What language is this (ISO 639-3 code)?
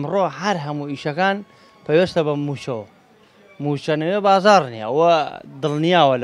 ckb